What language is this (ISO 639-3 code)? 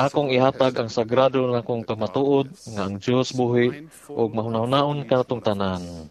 ceb